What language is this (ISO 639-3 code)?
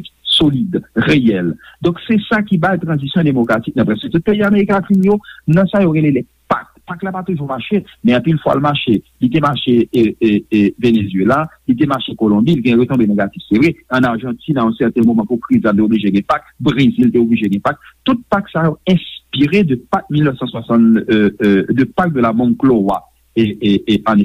hat